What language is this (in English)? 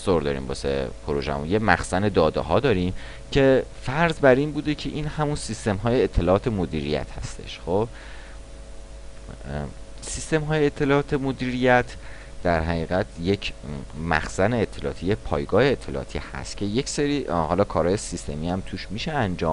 Persian